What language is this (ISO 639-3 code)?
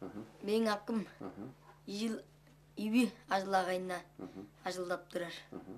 tyv